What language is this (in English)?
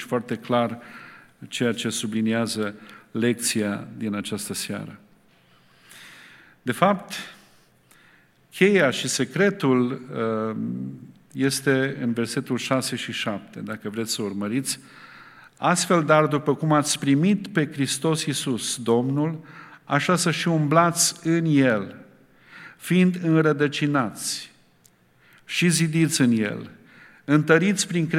Romanian